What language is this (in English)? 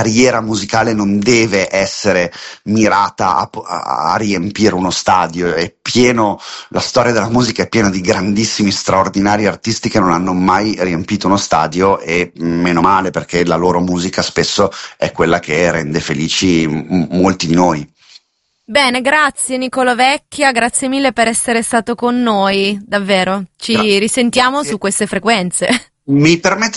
Italian